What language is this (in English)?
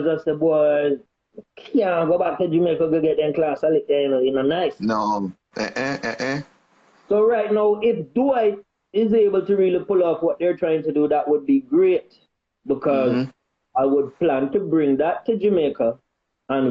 Jamaican Creole English